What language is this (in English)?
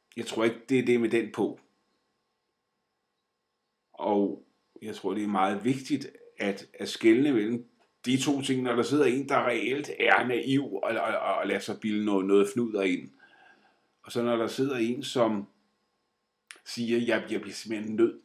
Danish